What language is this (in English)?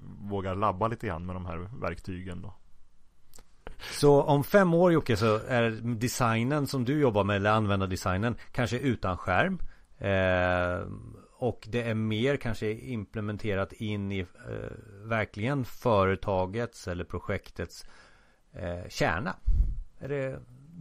Swedish